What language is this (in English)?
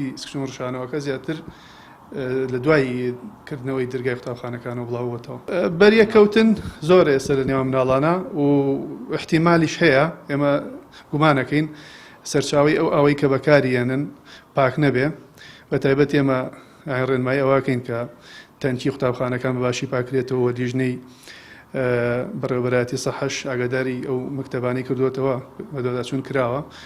Central Kurdish